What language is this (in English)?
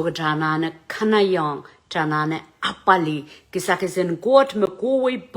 Pohnpeian